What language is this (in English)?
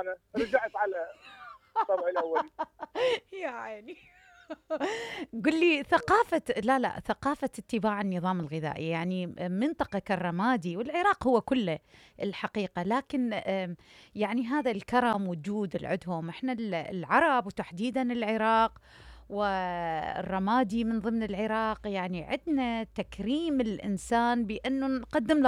Mesopotamian Arabic